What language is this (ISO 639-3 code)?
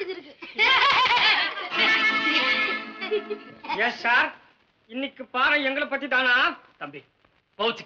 tam